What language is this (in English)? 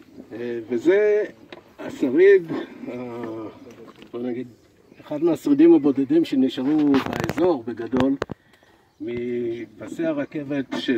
Hebrew